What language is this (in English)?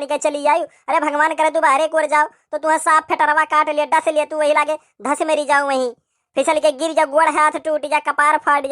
Awadhi